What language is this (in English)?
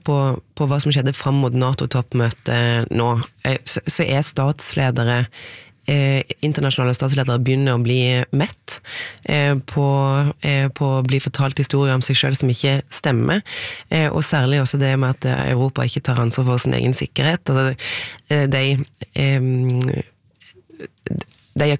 Norwegian